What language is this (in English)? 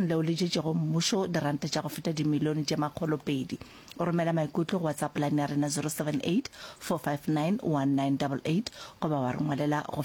Northern Sotho